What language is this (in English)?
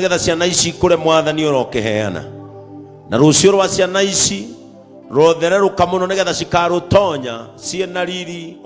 Kikuyu